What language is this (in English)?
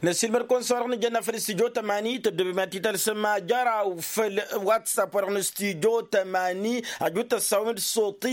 Tamasheq